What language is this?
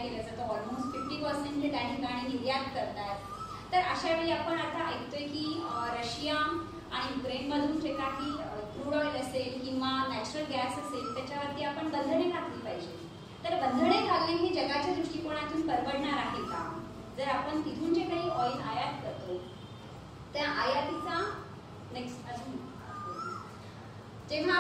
Marathi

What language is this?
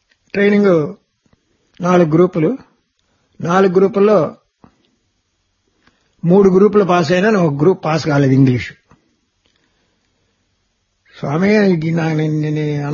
Telugu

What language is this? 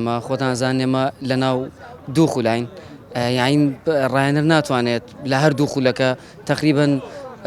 Central Kurdish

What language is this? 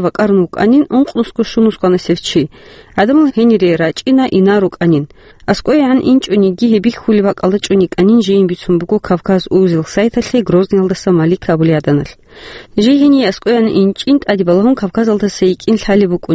Avaric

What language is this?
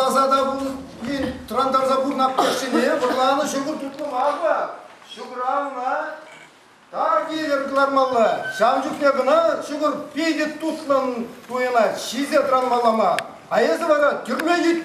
Chuvash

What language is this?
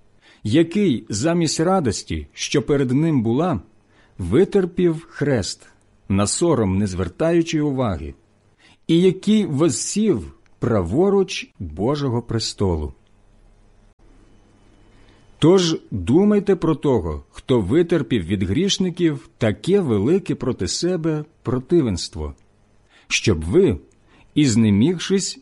Ukrainian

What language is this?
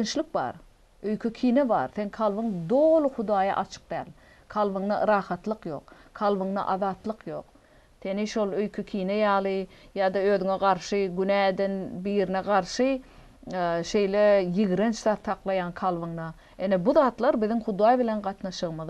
Turkmen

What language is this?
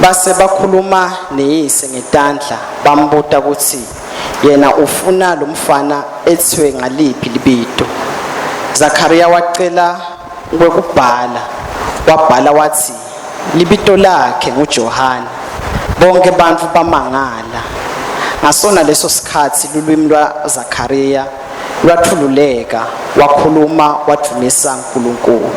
Swati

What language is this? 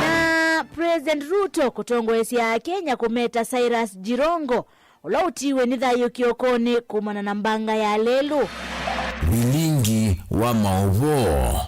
Kamba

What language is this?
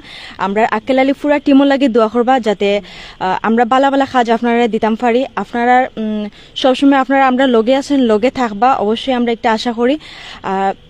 Sylheti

